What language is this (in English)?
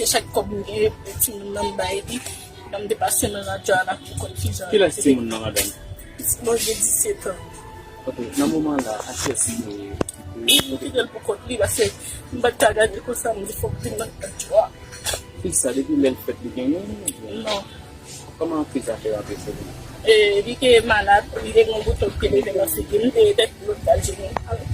Haitian Creole